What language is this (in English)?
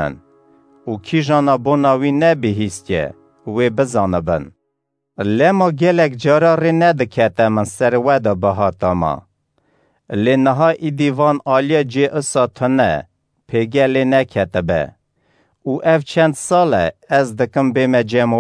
Kurdish